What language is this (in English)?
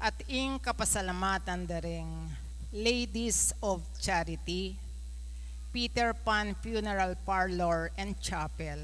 Pampanga